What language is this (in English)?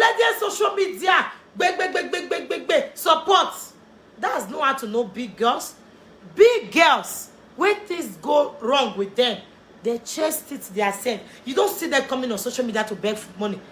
Nigerian Pidgin